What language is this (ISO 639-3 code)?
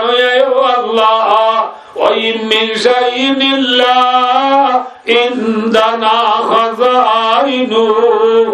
rhg